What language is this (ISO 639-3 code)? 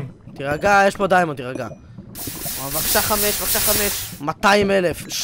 heb